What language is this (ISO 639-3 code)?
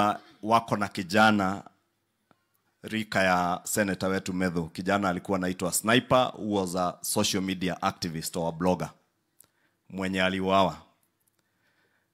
swa